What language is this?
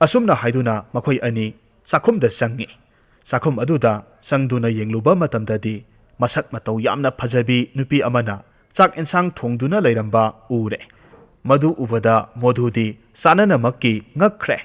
Manipuri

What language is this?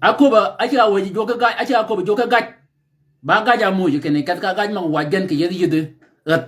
Shilluk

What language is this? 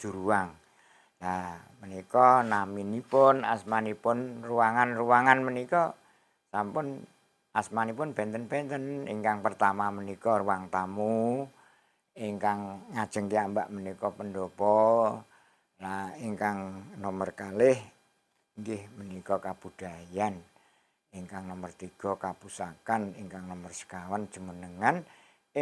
Javanese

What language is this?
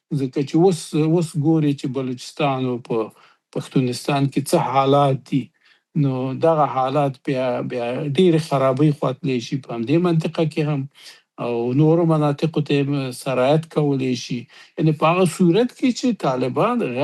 Pashto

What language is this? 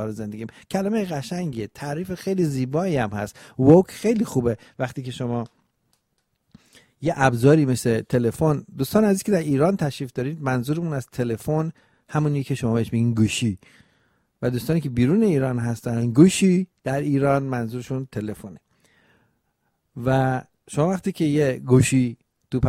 Persian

